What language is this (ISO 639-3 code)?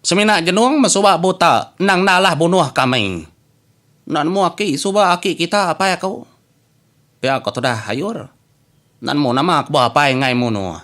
iba